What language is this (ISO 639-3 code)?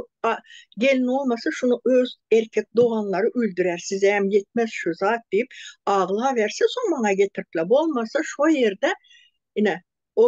tuk